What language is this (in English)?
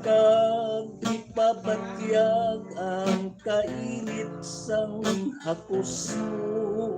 Hiligaynon